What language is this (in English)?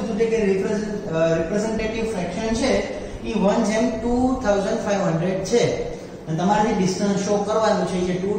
Gujarati